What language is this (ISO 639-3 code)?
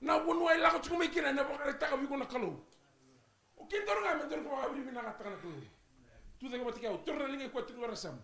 fij